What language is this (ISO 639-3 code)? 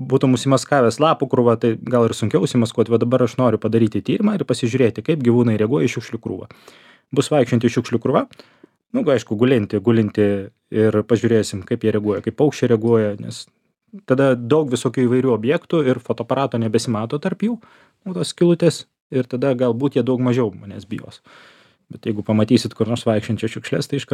lit